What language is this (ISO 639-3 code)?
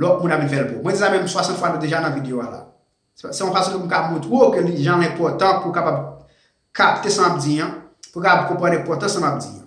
hat